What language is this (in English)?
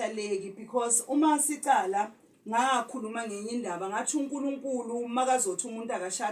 Zulu